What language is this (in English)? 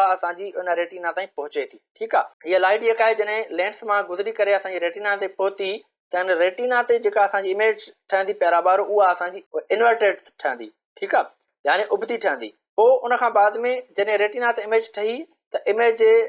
Sindhi